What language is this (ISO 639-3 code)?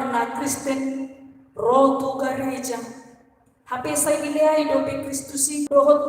bbc